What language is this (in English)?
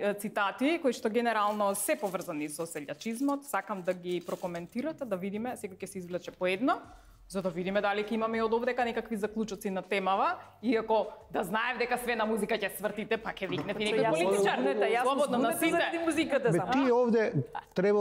Macedonian